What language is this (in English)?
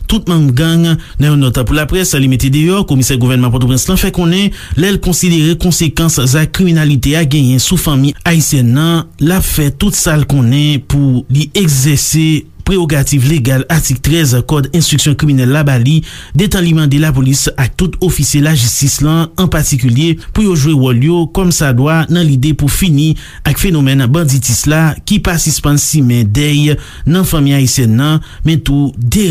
Haitian Creole